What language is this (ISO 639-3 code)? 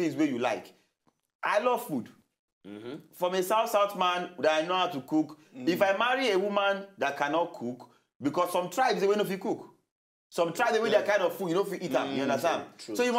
pcm